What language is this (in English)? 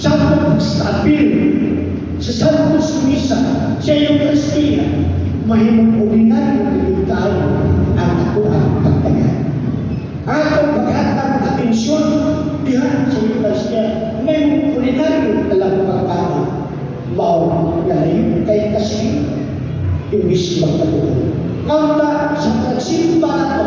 Cebuano